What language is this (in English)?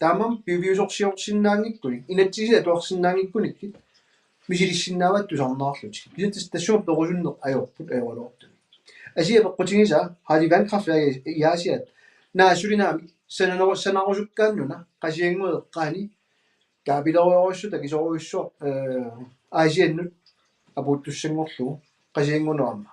Kalaallisut